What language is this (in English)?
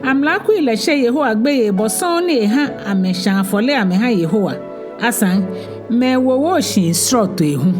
Ga